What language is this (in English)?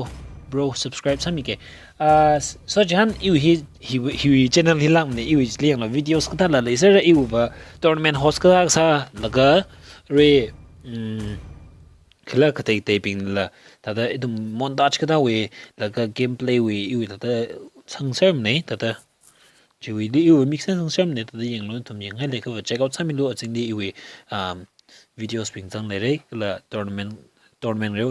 Tangkhul Naga (India)